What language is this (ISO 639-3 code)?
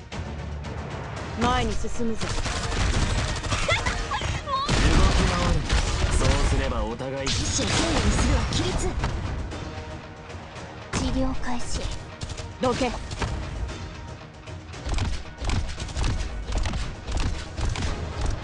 jpn